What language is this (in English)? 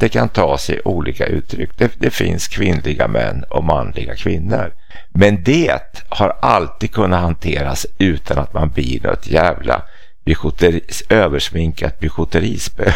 Swedish